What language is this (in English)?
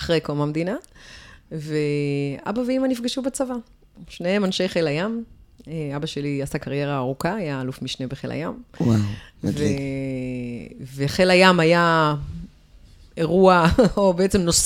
Hebrew